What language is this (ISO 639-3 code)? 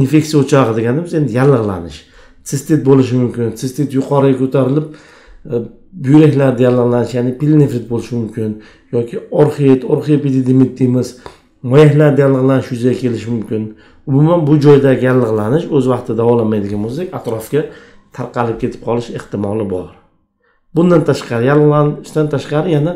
uzb